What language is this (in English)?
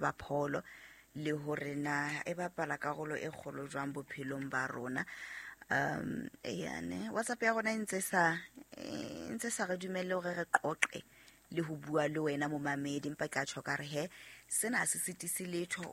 Southern Sotho